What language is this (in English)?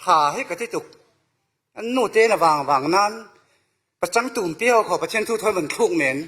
Falam Chin